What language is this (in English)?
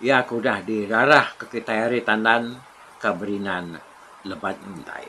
Iban